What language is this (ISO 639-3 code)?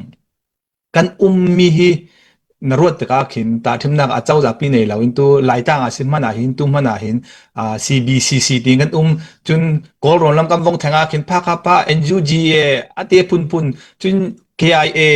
cfm